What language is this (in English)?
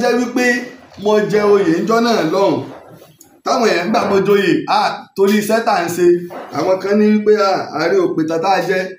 Yoruba